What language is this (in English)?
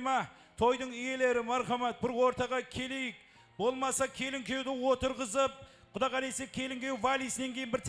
Kara-Kalpak